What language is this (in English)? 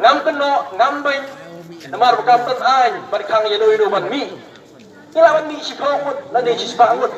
Khasi